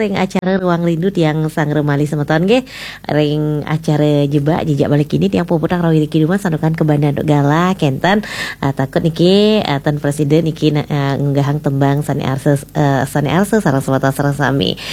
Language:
Balinese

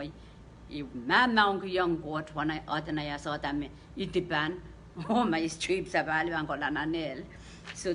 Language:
Pohnpeian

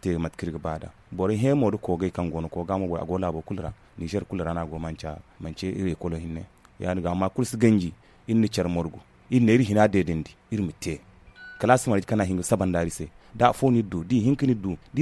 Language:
Zarma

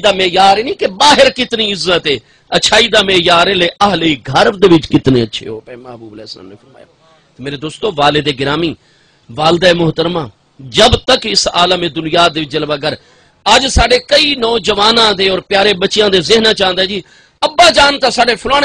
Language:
Saraiki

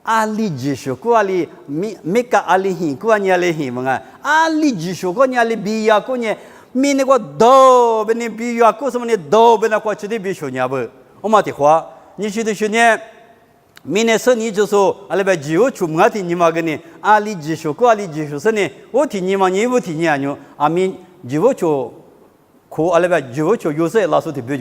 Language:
Lisu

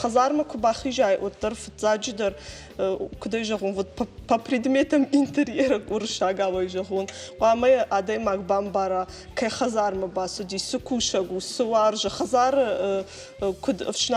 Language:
Ossetic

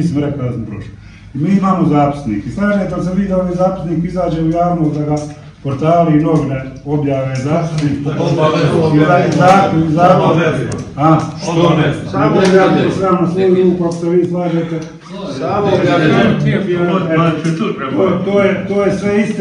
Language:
Bosnian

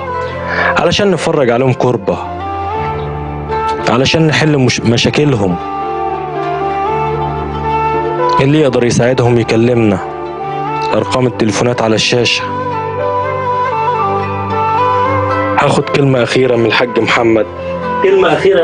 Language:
Egyptian Arabic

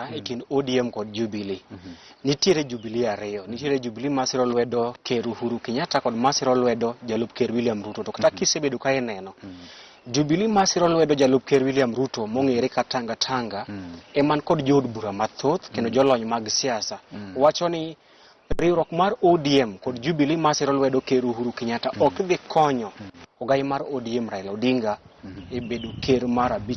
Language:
Luo (Kenya and Tanzania)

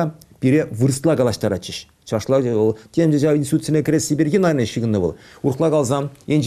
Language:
Chuvash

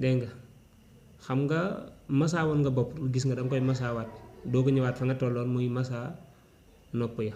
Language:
Wolof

